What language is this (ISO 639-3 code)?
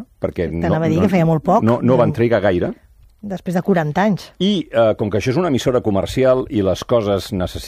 cat